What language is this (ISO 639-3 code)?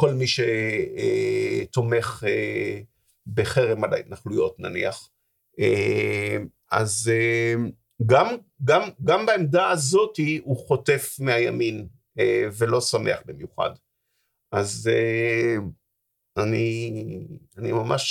heb